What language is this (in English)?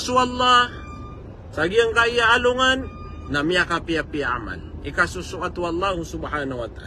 Maranao